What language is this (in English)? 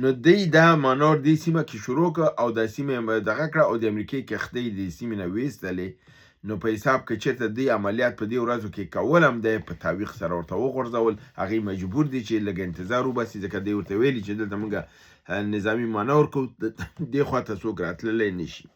Pashto